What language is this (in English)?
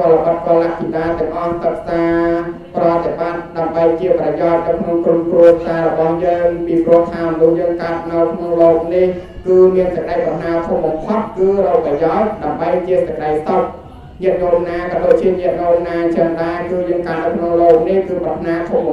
Khmer